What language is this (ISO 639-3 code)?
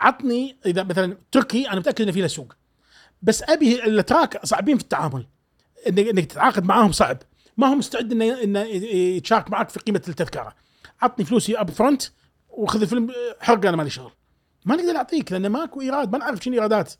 afb